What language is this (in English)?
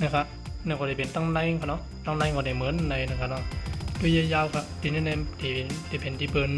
Shan